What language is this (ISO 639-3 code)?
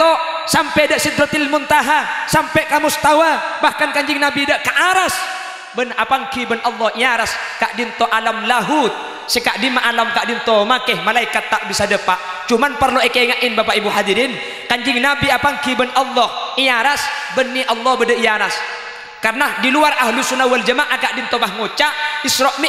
mad